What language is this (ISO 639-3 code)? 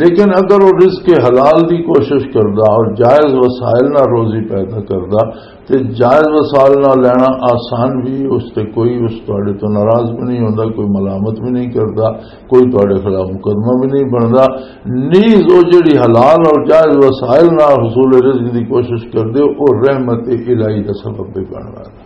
lah